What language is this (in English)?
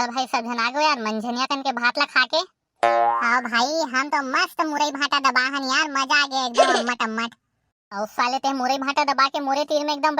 Chhattisgarhi